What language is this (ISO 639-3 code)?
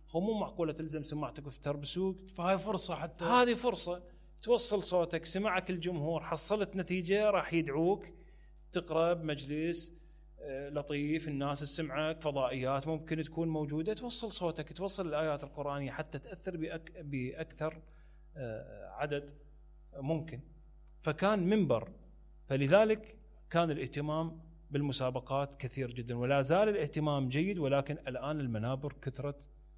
acm